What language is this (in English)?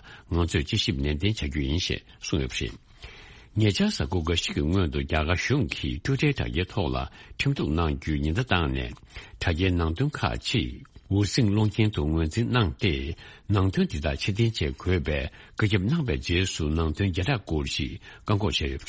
Tibetan